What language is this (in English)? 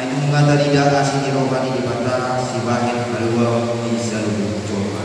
Batak Toba